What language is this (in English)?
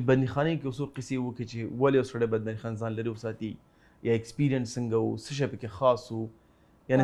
Pashto